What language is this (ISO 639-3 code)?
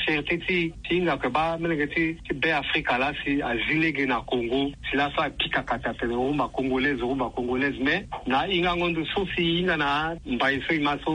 sag